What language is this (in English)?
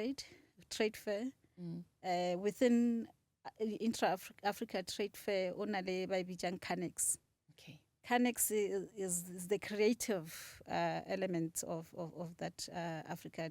Northern Sotho